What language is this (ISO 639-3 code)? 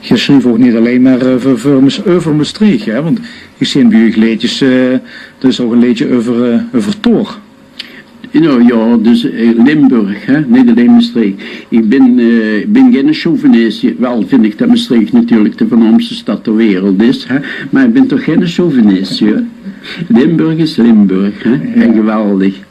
lim